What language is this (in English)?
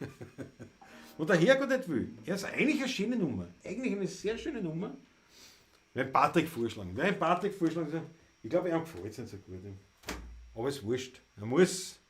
Bavarian